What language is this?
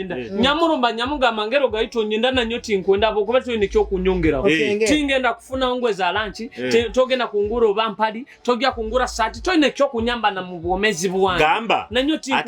Nyoro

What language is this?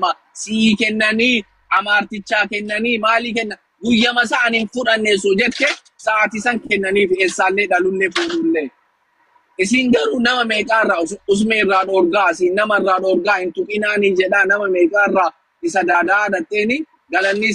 Oromo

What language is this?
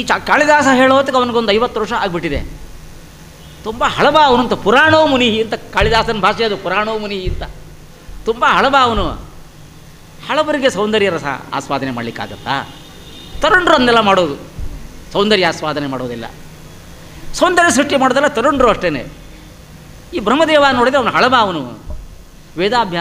Kannada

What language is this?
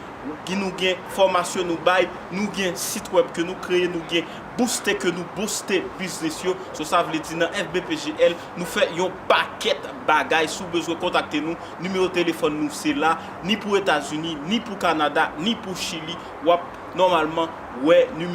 Haitian Creole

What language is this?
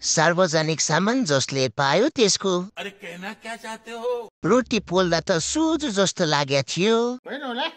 Nepali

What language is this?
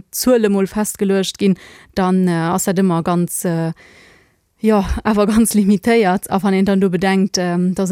Luxembourgish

